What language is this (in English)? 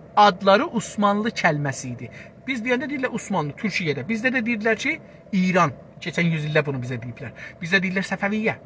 South Azerbaijani